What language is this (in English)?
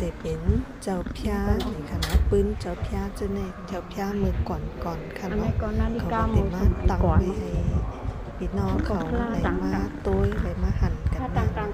Shan